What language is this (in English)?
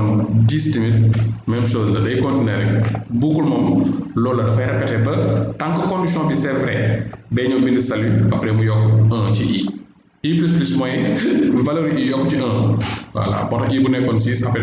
Wolof